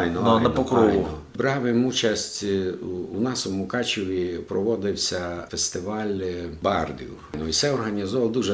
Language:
Rusyn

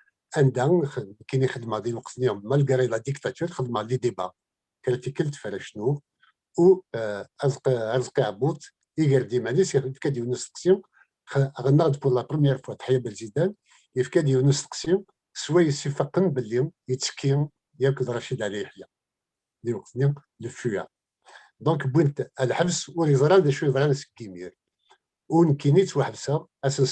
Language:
Kabyle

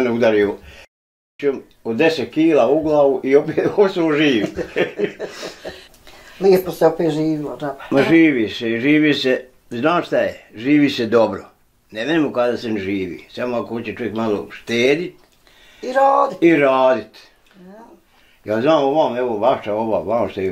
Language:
Bosnian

